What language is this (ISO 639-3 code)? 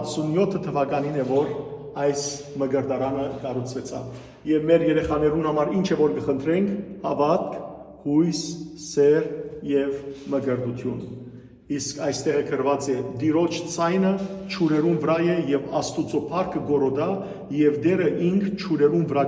hyw